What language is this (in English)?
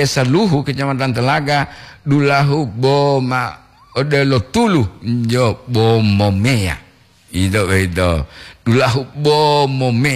Gorontalo